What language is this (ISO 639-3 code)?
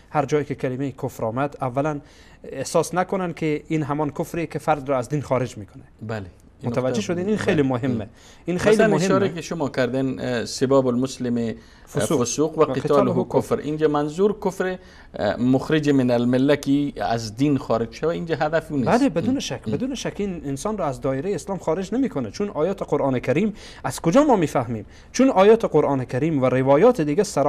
fas